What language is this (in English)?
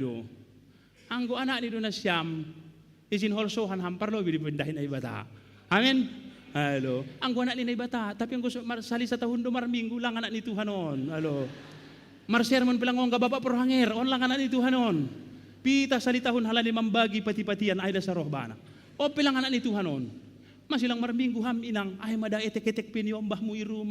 Batak Simalungun